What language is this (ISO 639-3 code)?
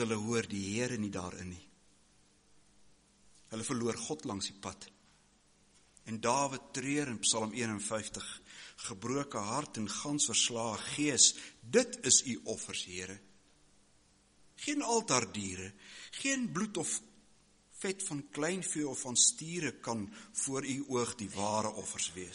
afr